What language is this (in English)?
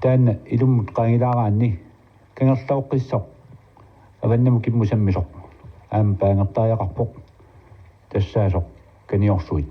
Kalaallisut